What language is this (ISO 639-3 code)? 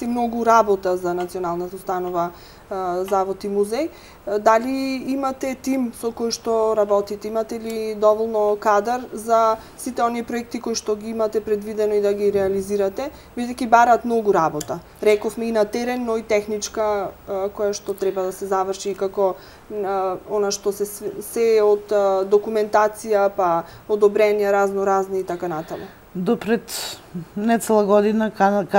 mkd